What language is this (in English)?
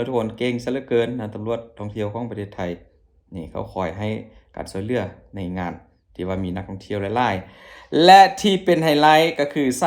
Lao